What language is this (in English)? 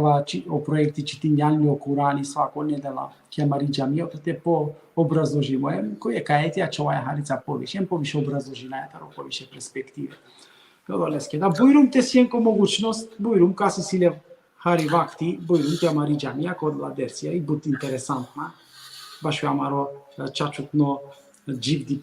Balkan Romani